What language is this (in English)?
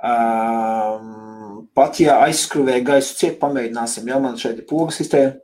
Latvian